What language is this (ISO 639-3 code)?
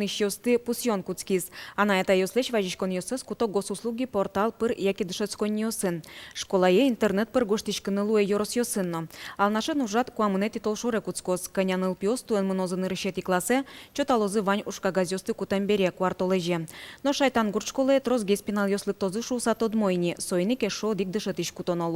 udm